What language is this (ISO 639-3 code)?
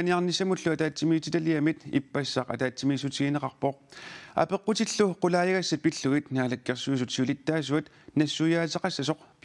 kal